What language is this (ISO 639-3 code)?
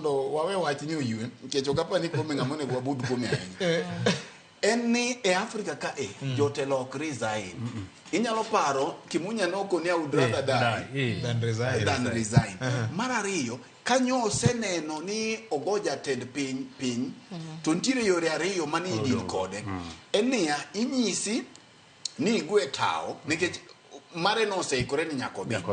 luo